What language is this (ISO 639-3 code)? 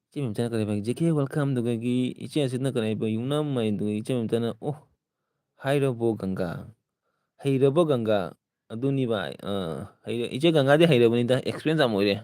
mni